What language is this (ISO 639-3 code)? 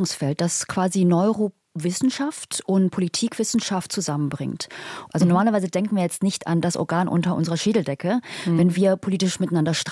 deu